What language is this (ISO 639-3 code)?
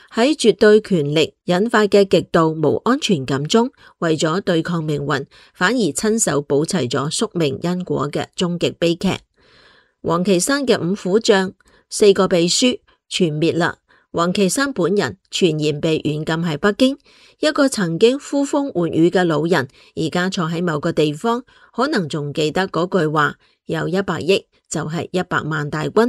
yue